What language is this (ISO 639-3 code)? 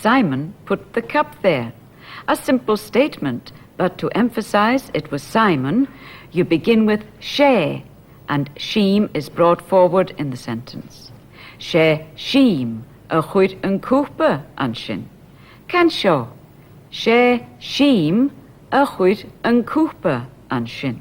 gla